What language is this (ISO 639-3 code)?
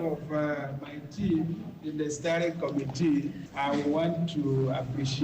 ibo